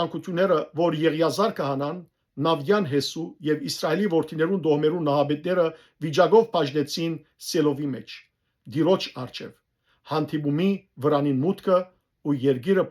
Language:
Western Armenian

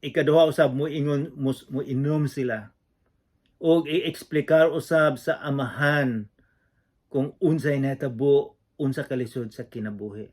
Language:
Cebuano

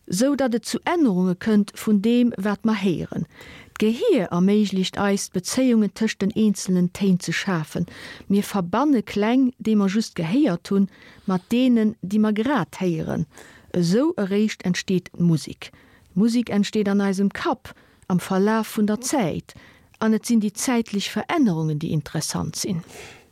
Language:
Luxembourgish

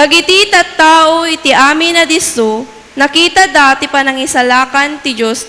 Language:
Iloko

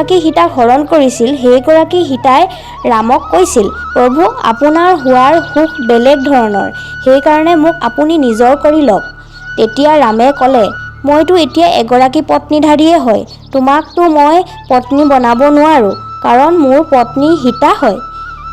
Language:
Assamese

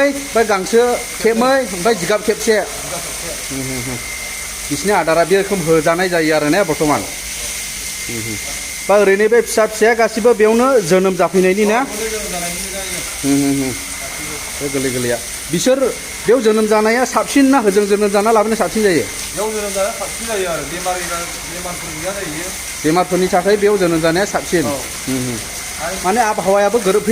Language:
Bodo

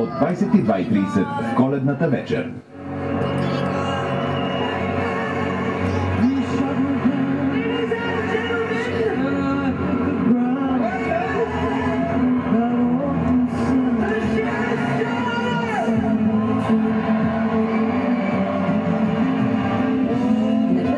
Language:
Bulgarian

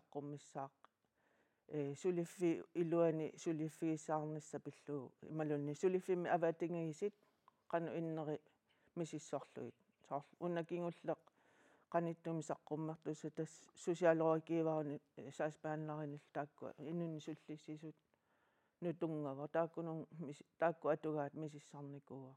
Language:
Kalaallisut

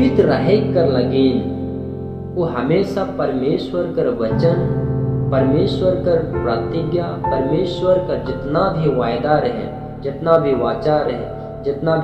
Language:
Sadri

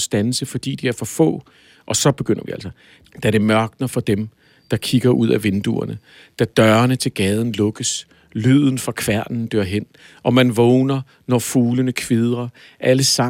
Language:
Danish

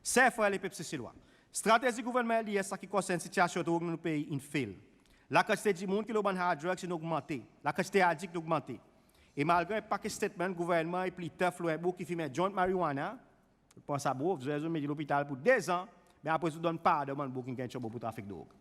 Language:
Seselwa Creole French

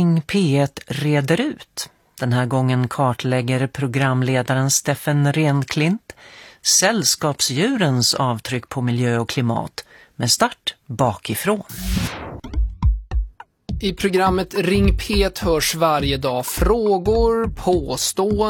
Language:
Swedish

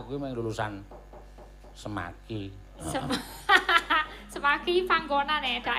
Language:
Javanese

